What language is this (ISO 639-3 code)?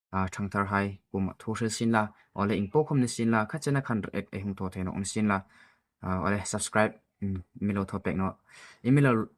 hmr